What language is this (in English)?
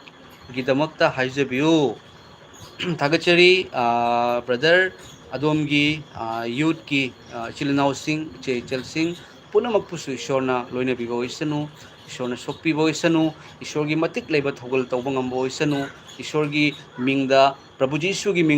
Manipuri